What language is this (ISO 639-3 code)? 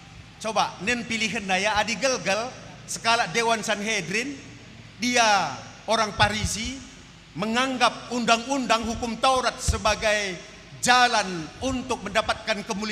btx